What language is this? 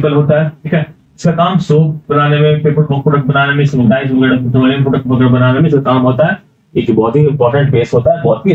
Hindi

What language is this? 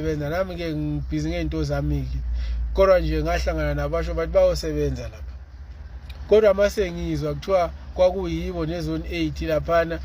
Zulu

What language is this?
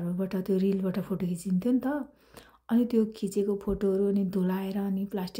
Nepali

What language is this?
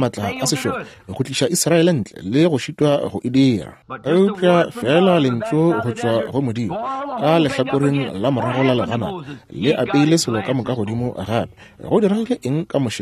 Northern Sotho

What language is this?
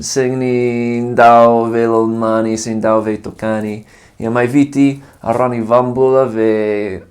Fijian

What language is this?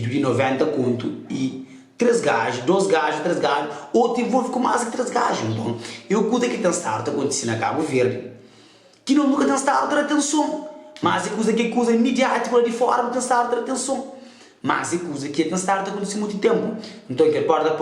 Kabuverdianu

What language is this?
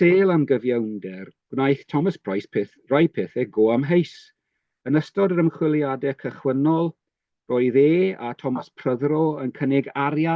Welsh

